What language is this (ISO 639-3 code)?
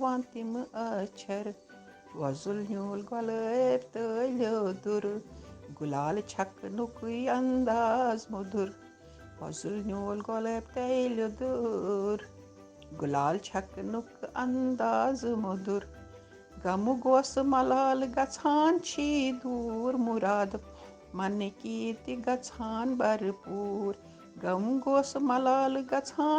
kas